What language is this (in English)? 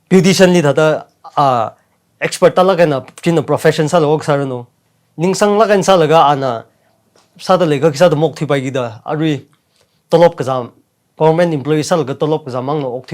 Tangkhul Naga (India)